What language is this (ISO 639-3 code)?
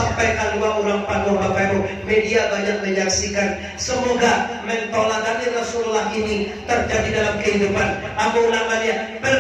min